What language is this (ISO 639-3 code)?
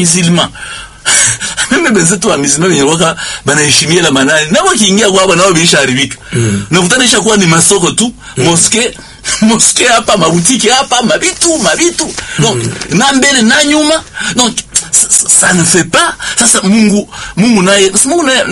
swa